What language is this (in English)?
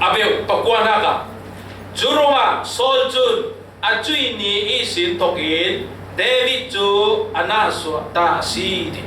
Falam Chin